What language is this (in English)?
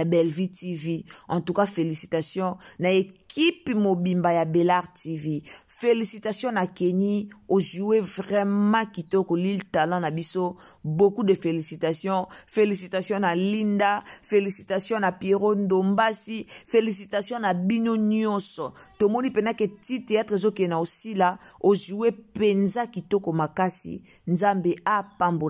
Lingala